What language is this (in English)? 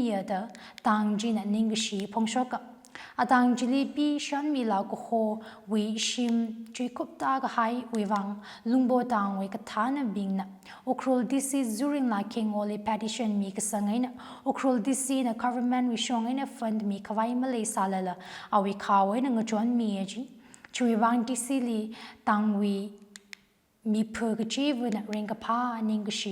Tangkhul Naga (India)